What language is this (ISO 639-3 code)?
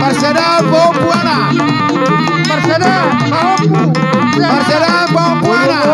bbc